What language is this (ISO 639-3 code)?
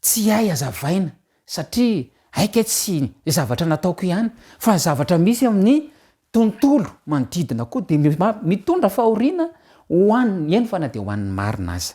mlg